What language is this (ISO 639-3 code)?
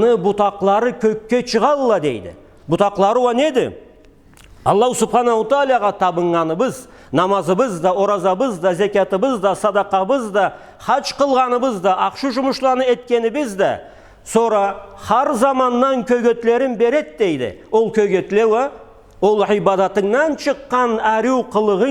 krc